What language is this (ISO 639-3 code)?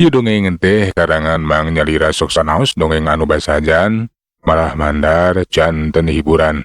sun